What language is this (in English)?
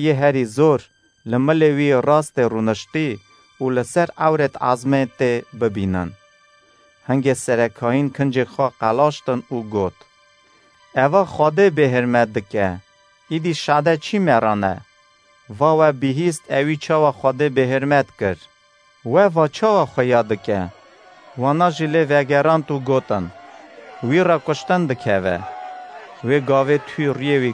Kurdish